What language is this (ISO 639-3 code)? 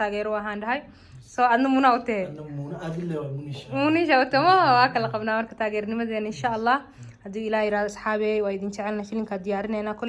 som